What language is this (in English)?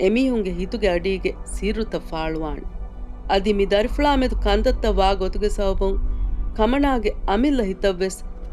Divehi